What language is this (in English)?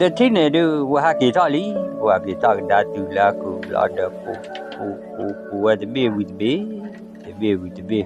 S'gaw Karen